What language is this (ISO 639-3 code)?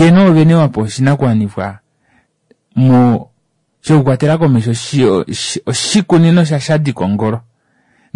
kua